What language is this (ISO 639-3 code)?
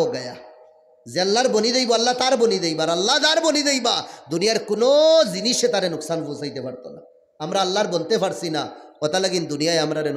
syl